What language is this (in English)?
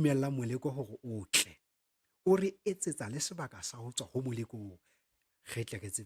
Southern Sotho